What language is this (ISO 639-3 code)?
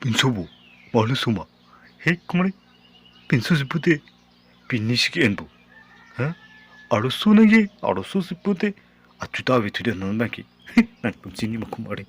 mjw